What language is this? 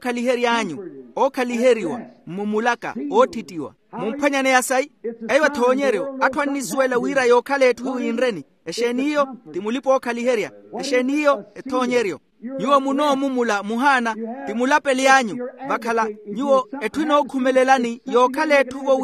Makhuwa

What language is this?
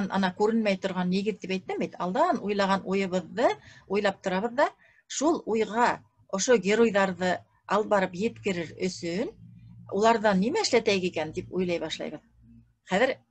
Bashkir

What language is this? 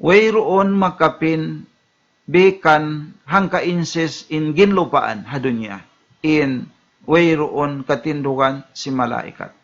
Tausug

